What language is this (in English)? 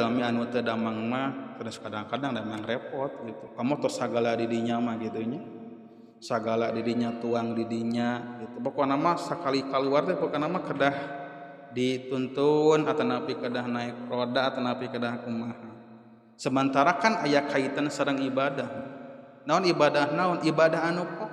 Sundanese